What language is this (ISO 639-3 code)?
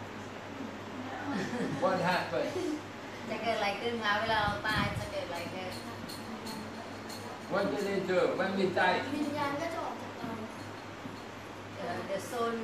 tha